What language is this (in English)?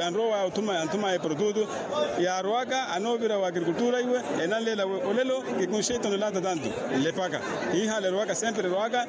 Makhuwa